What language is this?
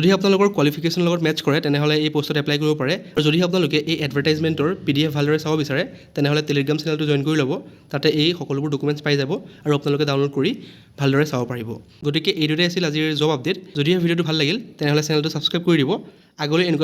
Assamese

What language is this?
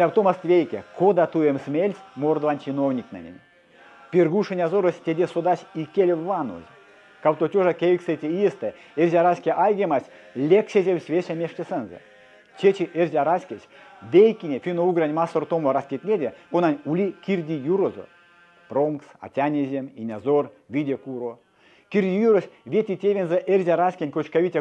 Erzya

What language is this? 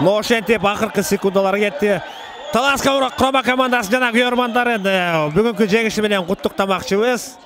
Kyrgyz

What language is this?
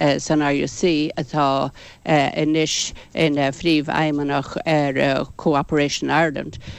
Irish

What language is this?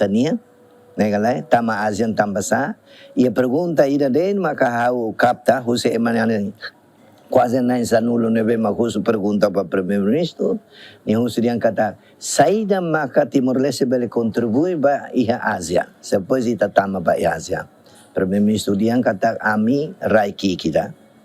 Tetum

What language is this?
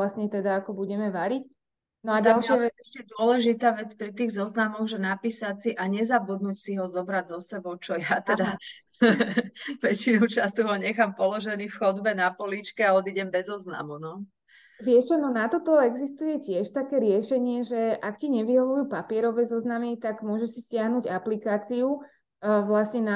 Slovak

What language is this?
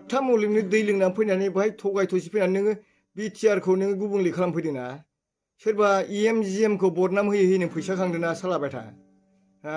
Bodo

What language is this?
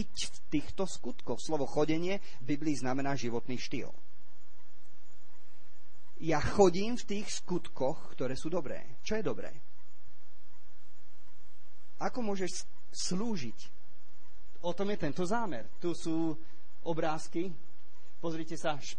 Slovak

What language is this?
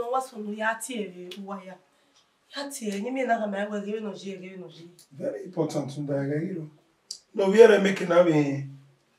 Bini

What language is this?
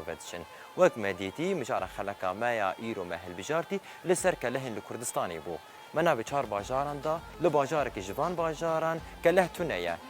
Kurdish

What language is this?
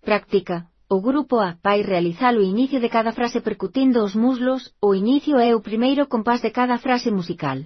Galician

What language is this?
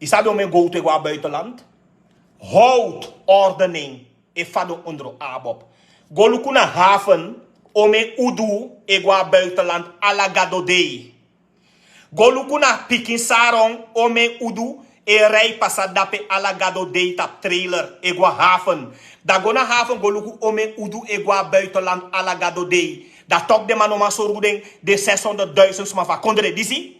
Sranan Tongo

